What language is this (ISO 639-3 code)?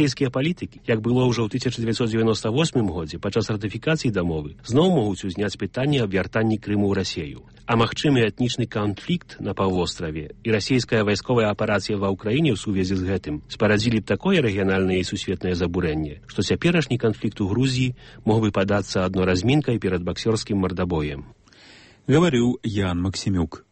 bel